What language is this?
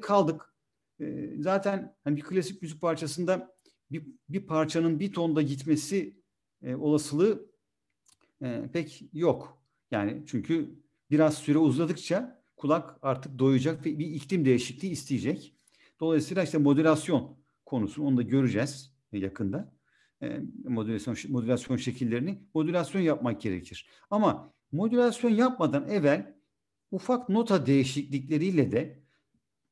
Turkish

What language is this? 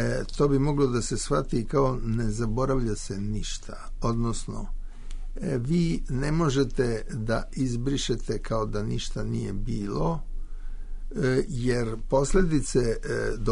Serbian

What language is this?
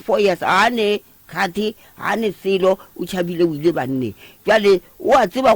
Northern Sotho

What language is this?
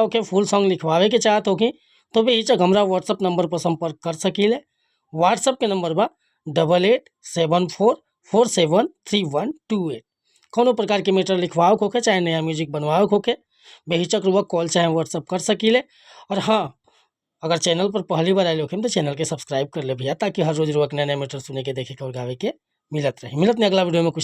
Bhojpuri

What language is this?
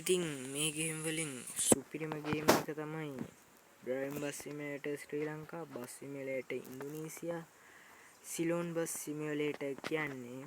Sinhala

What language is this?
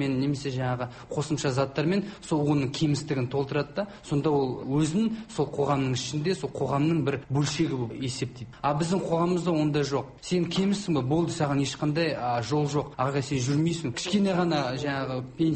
Kazakh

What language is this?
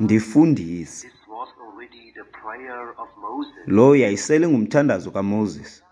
Xhosa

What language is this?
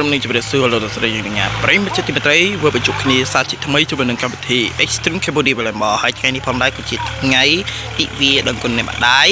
Khmer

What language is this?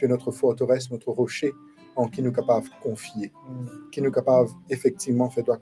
Morisyen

